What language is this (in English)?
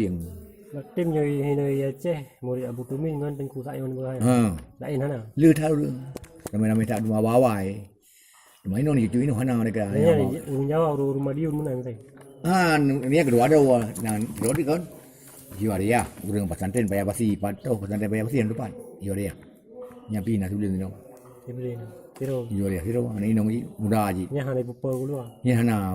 Achinese